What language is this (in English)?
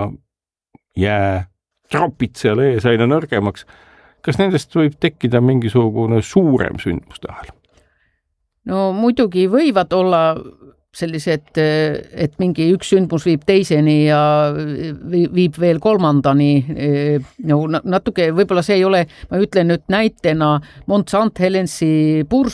Estonian